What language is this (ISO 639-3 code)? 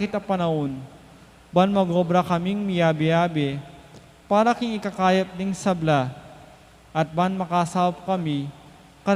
pam